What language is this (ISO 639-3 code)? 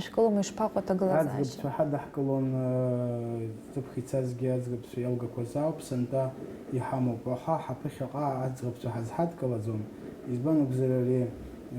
abk